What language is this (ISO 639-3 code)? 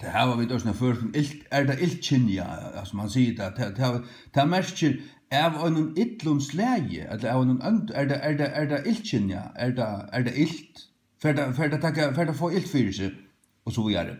fao